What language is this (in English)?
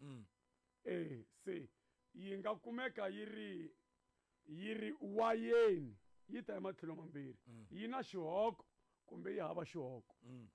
Tsonga